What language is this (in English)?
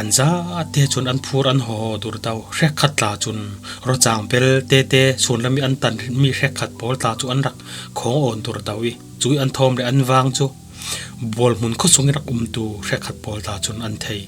Falam Chin